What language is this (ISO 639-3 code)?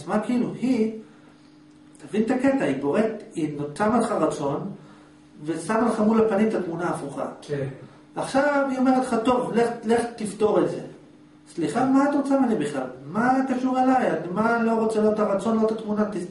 heb